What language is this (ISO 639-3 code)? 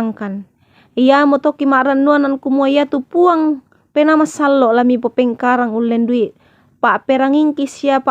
sda